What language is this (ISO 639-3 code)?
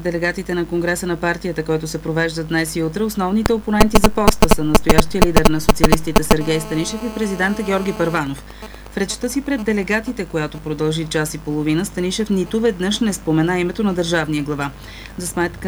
bul